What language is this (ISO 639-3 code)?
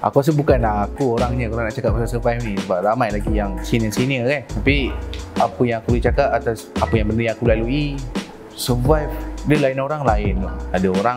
msa